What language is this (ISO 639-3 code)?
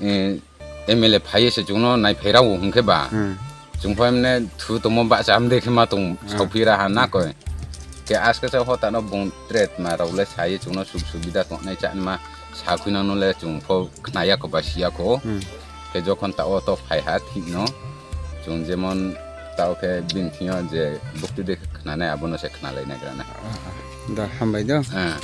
trp